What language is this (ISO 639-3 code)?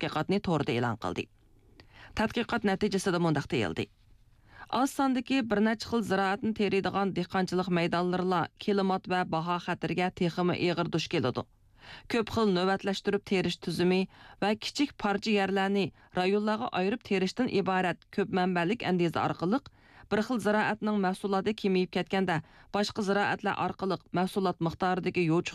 uig